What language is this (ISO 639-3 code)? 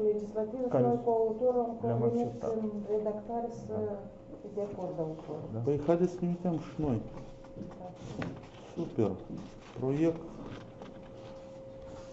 ron